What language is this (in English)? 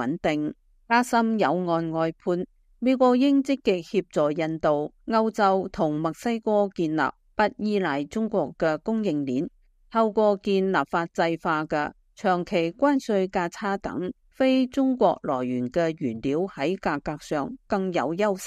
Cantonese